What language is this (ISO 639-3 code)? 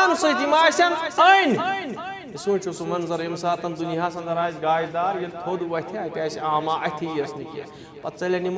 kas